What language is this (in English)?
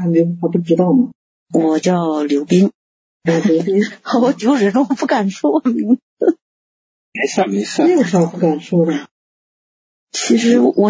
Chinese